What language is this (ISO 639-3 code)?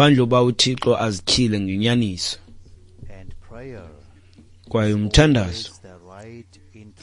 xho